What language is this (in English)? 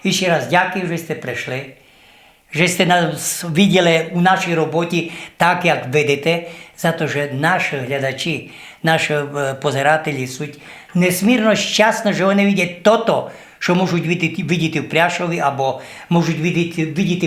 Rusyn